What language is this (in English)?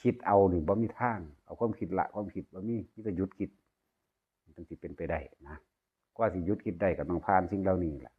Northeastern Thai